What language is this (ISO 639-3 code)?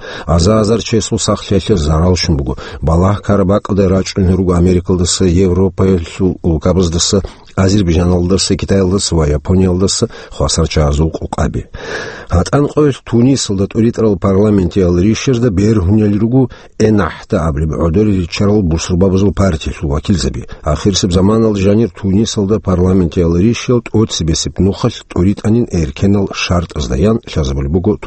ava